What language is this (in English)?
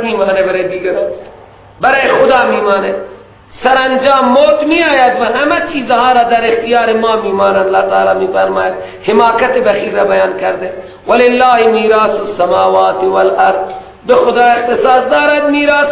Persian